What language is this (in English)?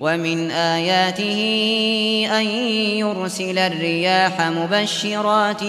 Uyghur